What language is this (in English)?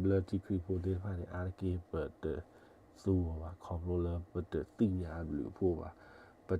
S'gaw Karen